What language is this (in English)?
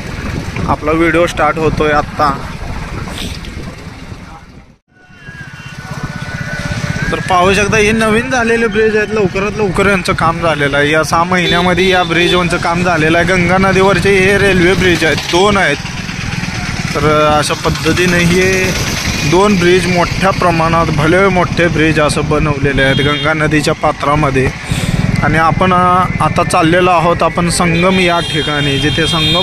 Marathi